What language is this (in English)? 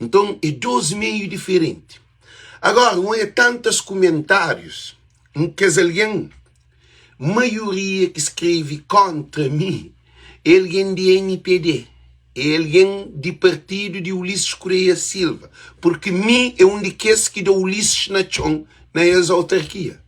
Kabuverdianu